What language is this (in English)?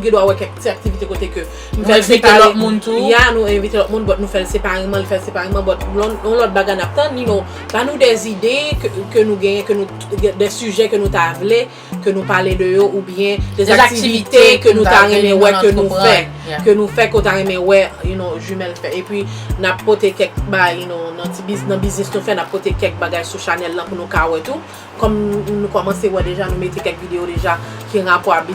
Haitian Creole